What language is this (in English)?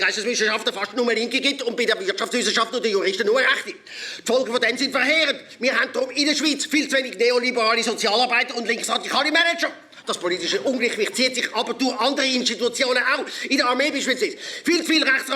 Swiss German